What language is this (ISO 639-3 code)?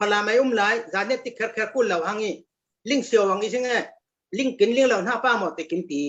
cfm